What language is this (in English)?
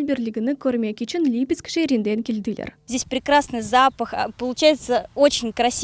Crimean Tatar